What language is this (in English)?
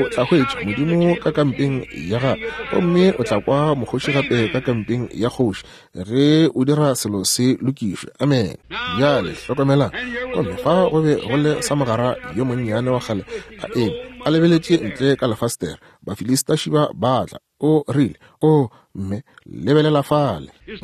Northern Sotho